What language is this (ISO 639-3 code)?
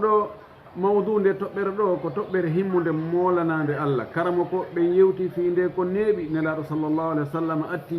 ful